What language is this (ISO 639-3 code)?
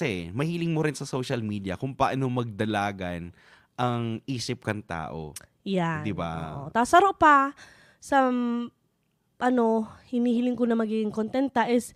bik